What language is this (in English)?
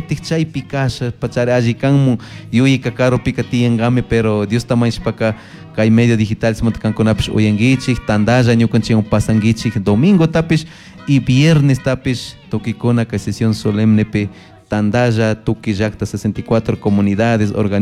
Chimborazo Highland Quichua